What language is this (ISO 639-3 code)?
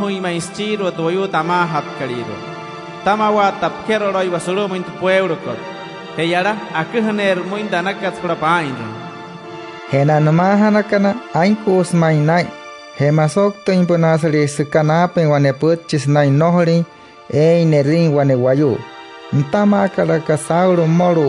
guc